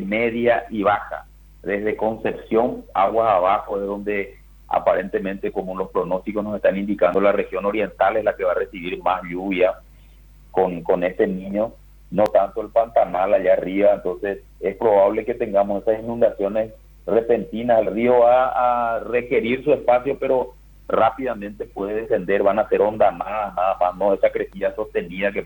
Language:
Spanish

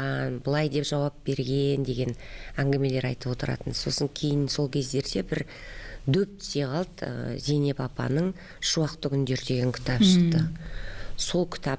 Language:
Kazakh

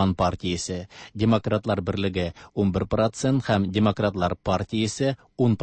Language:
Tatar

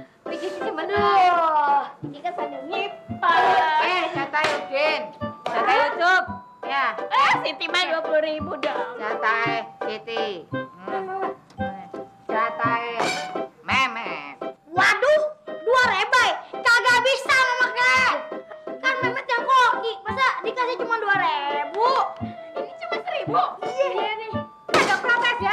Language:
Betawi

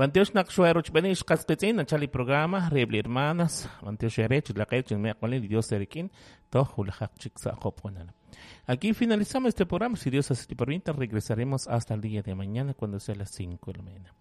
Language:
Kekchí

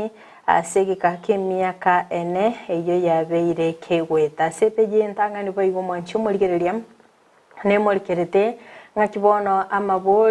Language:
Gusii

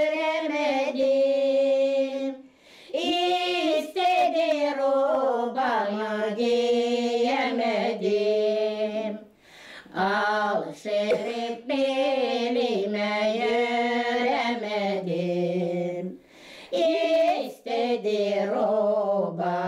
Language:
Gagauz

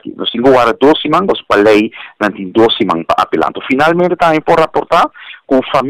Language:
Papiamento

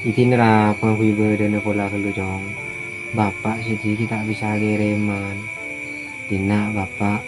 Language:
Madurese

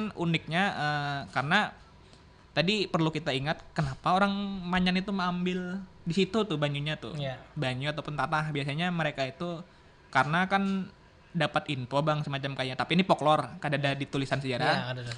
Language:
Banjar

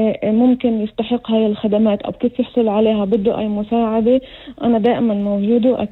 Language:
North Levantine Arabic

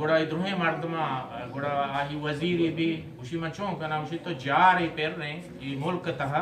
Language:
Eastern Balochi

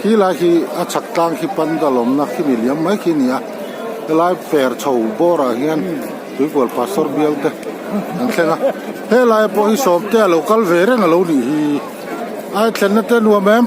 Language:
Hmar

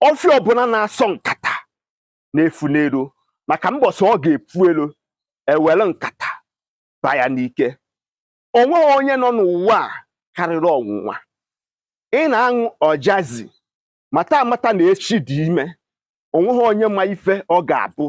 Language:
Igbo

